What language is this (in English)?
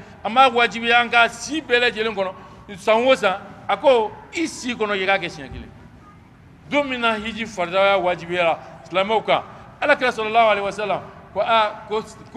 Bambara